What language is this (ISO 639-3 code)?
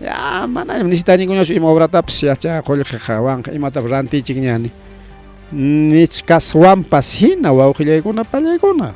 quy